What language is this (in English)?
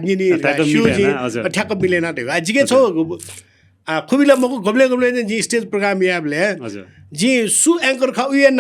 Newari